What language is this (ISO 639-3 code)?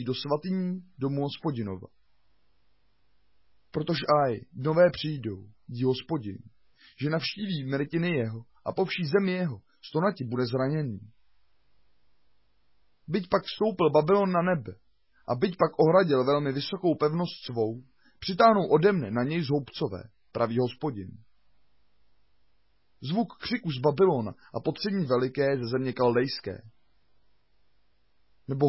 ces